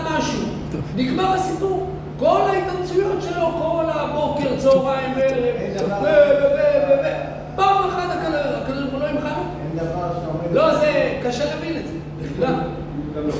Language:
Hebrew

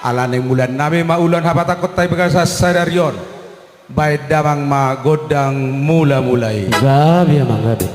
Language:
Batak Toba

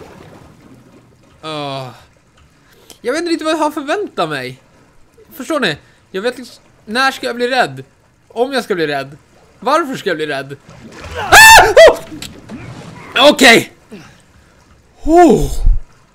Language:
Swedish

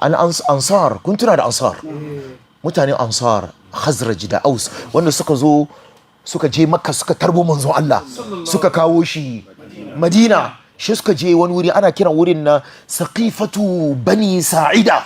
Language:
Hausa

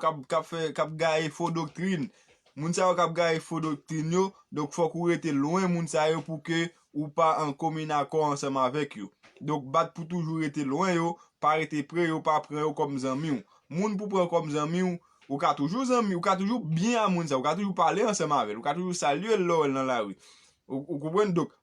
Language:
Haitian Creole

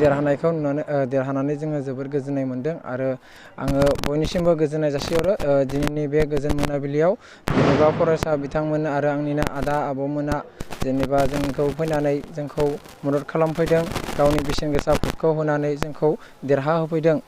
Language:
Bodo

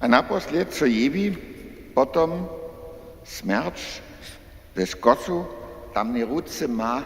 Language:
Upper Sorbian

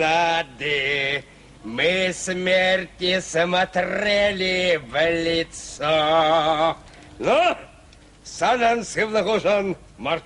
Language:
Chuvash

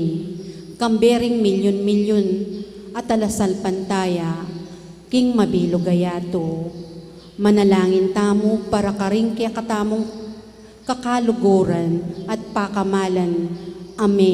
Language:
Pampanga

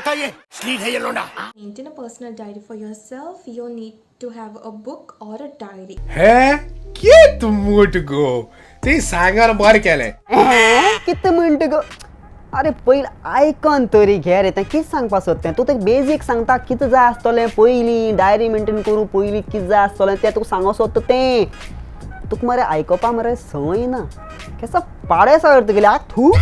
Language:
Konkani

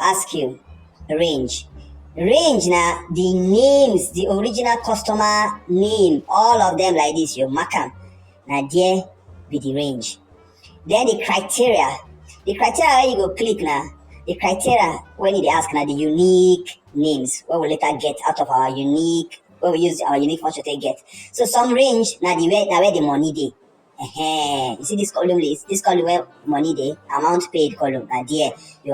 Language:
Nigerian Pidgin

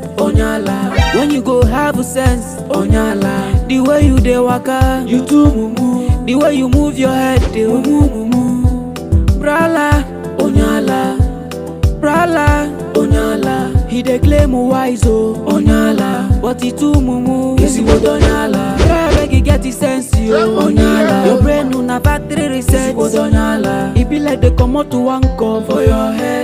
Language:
Nigerian Pidgin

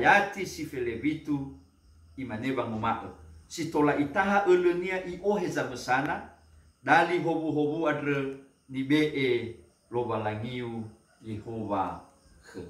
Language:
Nias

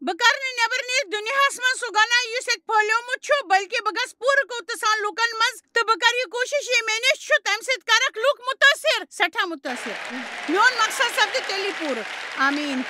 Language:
Kashmiri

